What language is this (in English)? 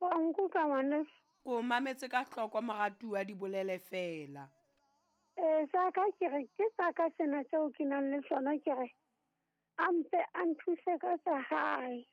Southern Sotho